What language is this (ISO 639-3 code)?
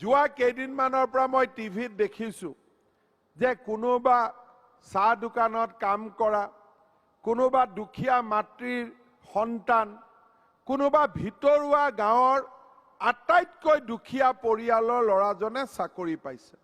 asm